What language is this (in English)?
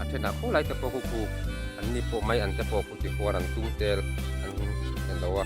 Mizo